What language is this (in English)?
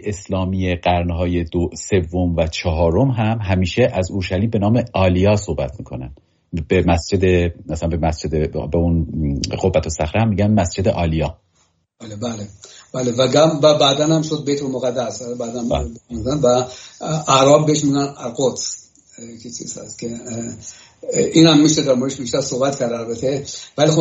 Persian